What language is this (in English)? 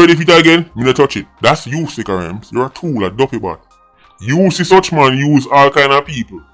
Jamaican Creole English